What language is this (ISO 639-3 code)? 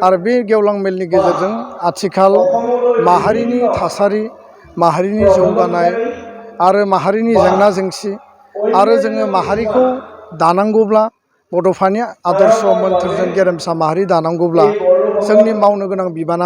brx